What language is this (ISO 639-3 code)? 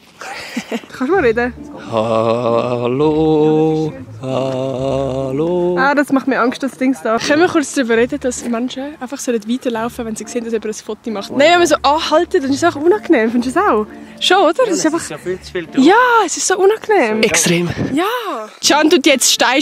gsw